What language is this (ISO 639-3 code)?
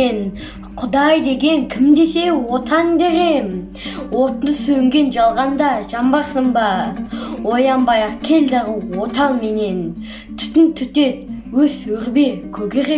kaz